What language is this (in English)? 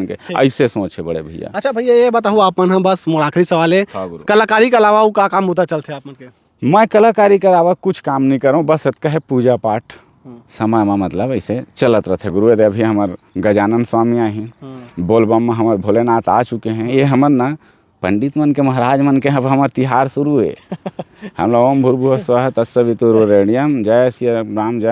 Chhattisgarhi